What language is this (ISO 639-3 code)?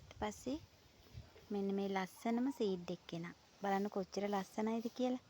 sin